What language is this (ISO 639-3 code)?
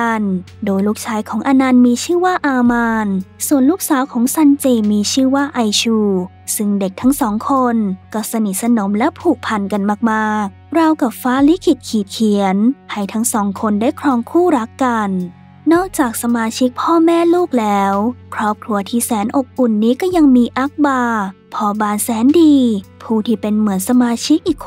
tha